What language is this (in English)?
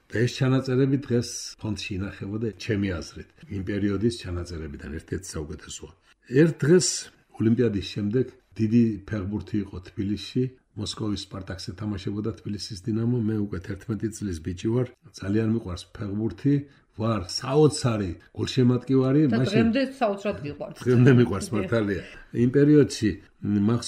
Georgian